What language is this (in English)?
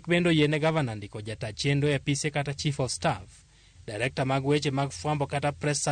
Luo (Kenya and Tanzania)